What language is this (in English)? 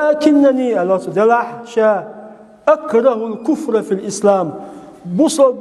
Chechen